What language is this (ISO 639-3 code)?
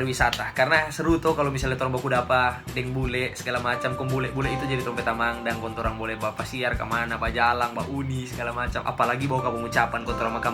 xmm